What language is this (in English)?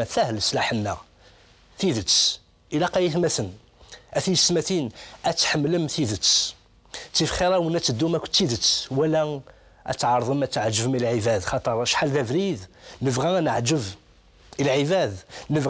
Kabyle